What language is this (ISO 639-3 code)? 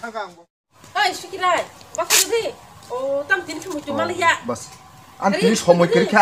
trp